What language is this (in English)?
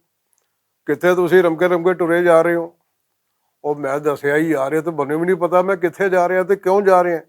Western Panjabi